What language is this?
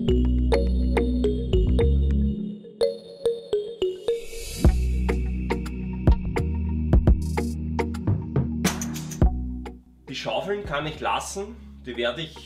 German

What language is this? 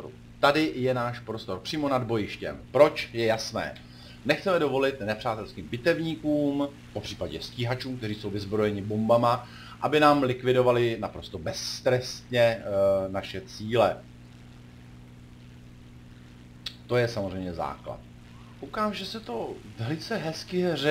Czech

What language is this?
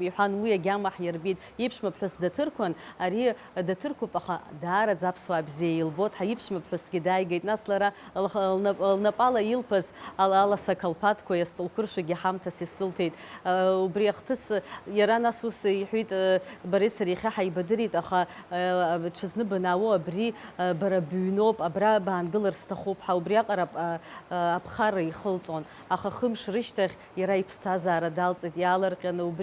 Abkhazian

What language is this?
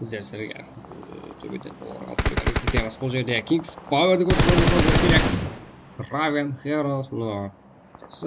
Kara-Kalpak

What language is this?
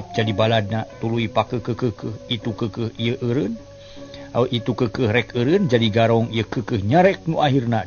Sundanese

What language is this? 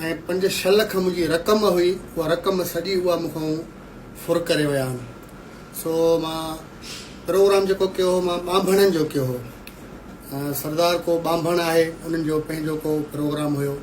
Sindhi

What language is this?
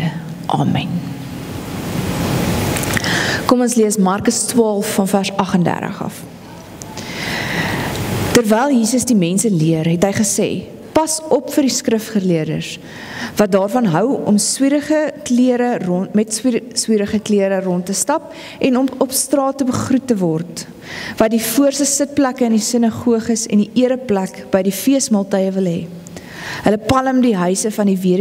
Afrikaans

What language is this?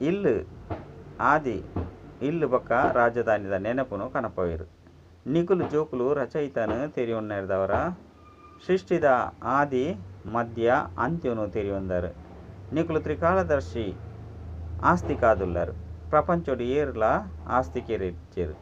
Tulu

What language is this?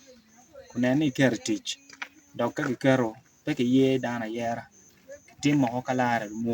Acoli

